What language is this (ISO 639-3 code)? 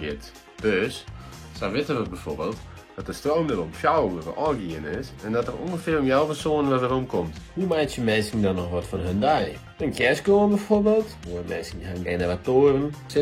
fry